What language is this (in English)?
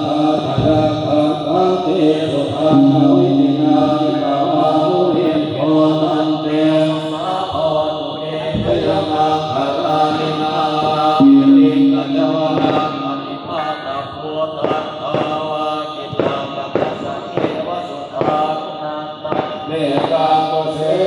Pali